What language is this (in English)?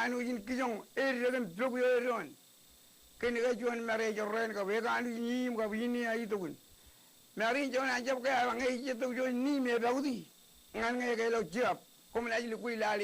Marshallese